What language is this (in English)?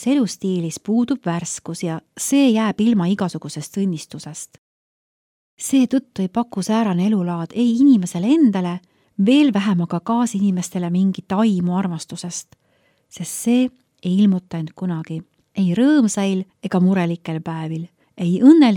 Estonian